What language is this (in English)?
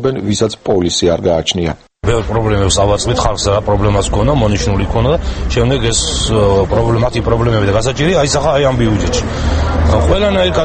Georgian